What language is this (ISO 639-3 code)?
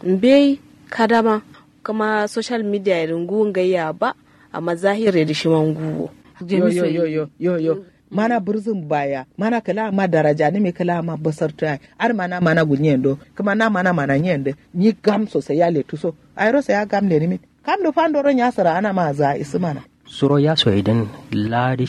kau